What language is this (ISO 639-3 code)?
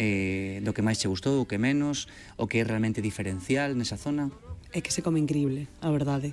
glg